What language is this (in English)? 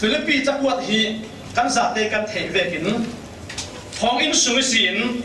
Falam Chin